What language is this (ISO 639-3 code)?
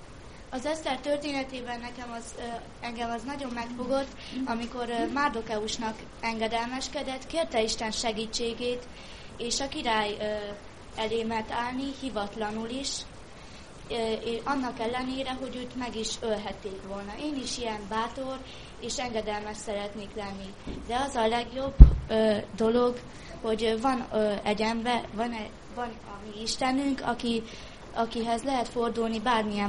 hun